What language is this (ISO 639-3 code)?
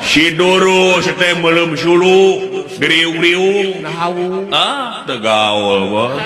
sun